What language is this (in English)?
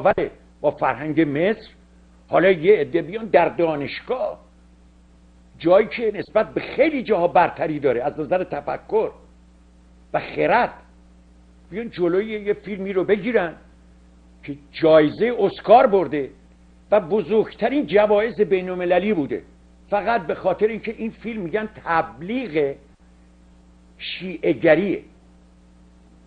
Persian